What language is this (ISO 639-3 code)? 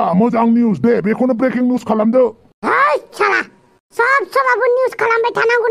brx